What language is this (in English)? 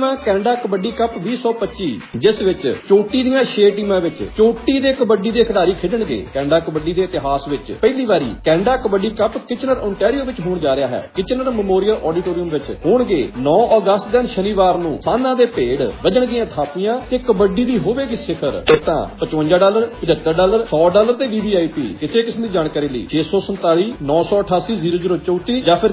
Punjabi